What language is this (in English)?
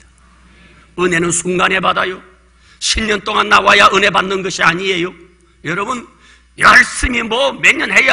Korean